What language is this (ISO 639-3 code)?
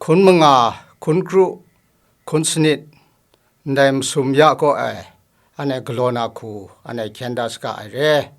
kac